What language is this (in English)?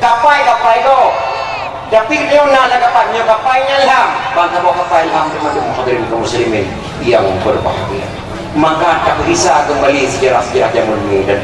Achinese